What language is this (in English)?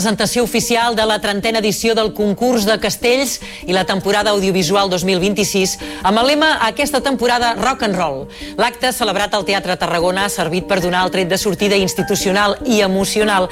Catalan